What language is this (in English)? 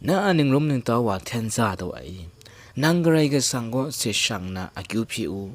Kachin